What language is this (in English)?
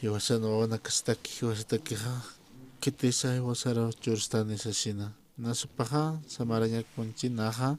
Aymara